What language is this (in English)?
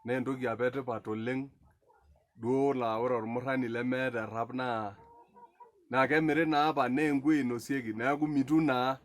Masai